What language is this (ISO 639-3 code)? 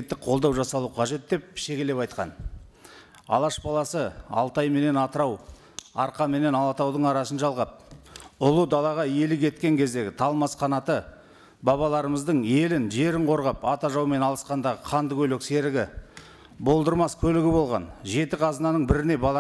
kaz